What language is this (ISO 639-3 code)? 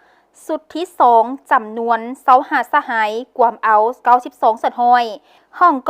lao